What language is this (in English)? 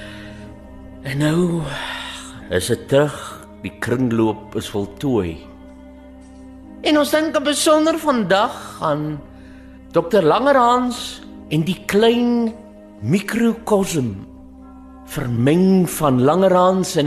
Afrikaans